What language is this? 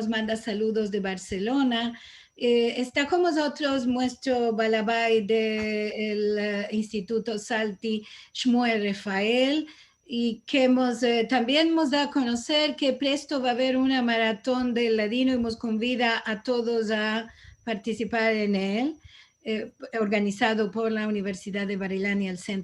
Ladino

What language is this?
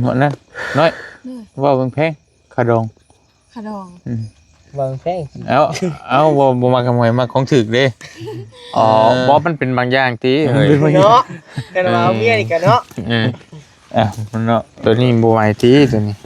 Northeastern Thai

